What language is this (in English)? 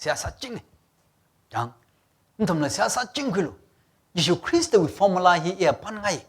Tangkhul Naga (India)